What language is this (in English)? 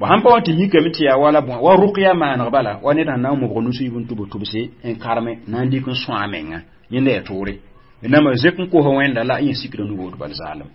Mossi